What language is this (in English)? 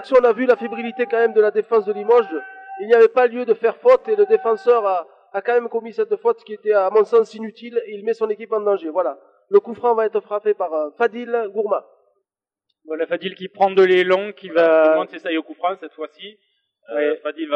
French